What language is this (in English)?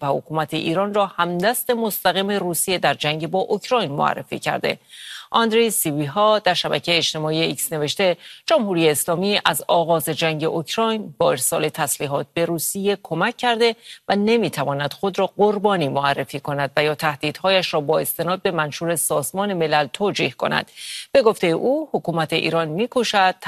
Persian